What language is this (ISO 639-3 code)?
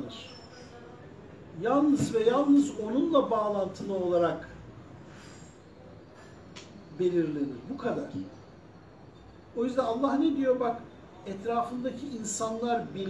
tur